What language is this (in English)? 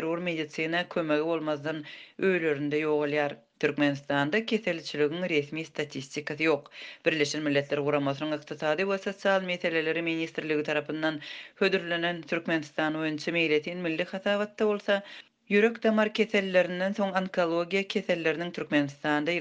Turkmen